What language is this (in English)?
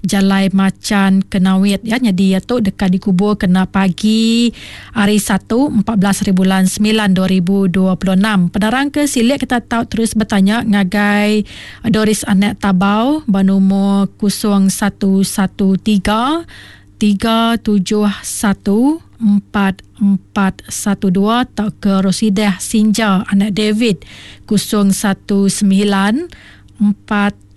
Iban